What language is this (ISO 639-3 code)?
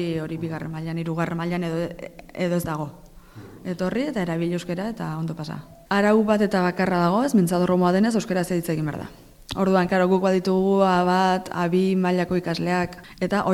eus